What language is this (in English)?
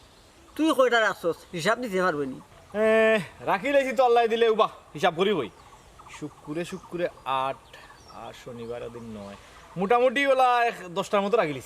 Sylheti